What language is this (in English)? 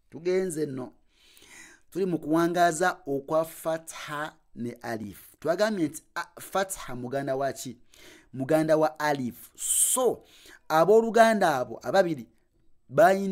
Ganda